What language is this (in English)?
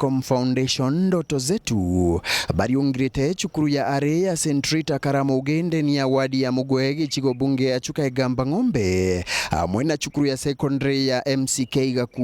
Meru